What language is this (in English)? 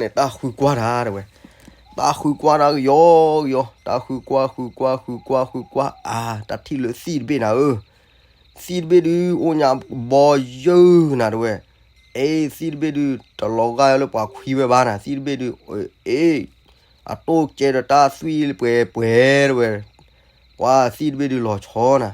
S'gaw Karen